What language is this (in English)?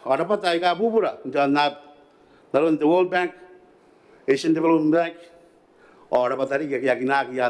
Gilbertese